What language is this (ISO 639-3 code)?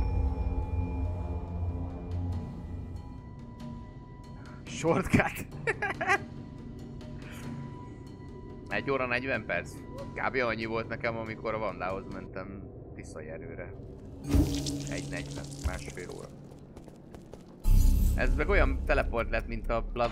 hun